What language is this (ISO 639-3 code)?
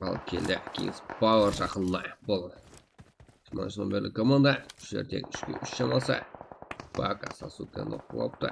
kaa